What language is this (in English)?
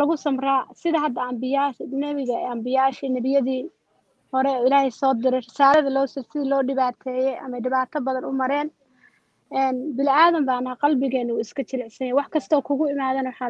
Somali